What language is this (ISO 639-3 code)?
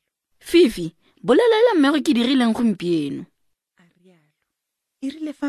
tsn